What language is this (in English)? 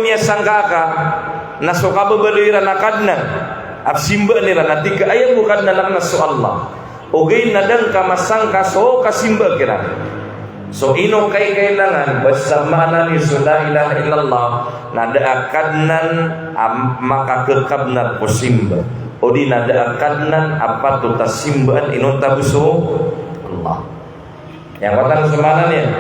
Maranao